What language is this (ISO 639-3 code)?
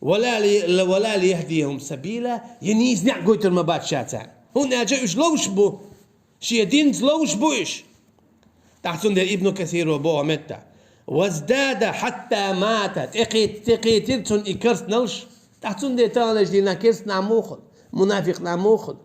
che